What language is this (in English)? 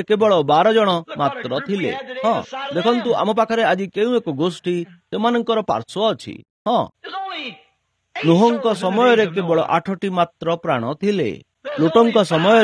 Odia